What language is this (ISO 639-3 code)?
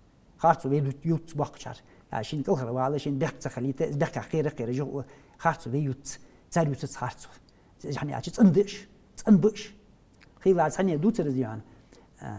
inh